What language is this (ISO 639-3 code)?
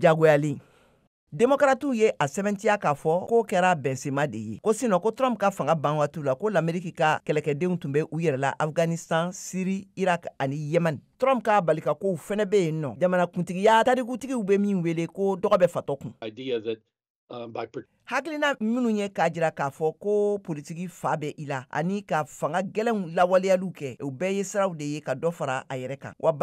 bam